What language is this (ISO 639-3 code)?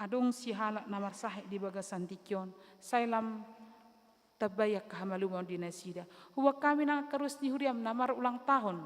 bbc